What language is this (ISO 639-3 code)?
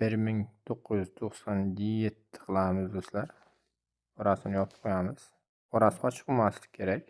uzb